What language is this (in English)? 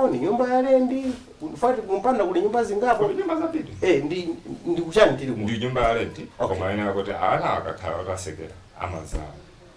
Nyanja